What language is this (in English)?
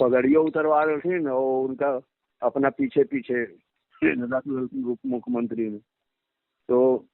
Magahi